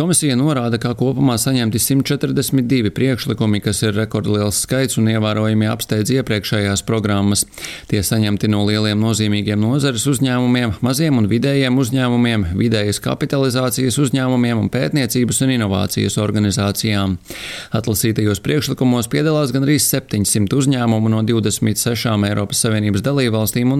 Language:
Latvian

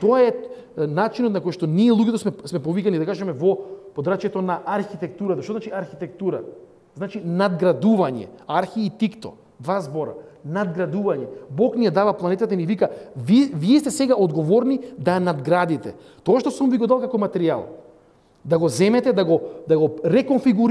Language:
Macedonian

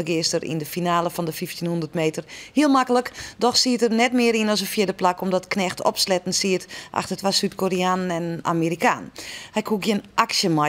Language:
Western Frisian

